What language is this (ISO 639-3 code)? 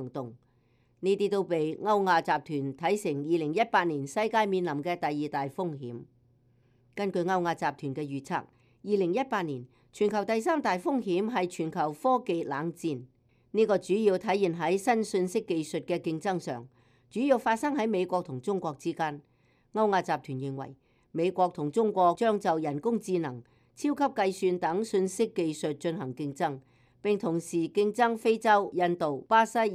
yue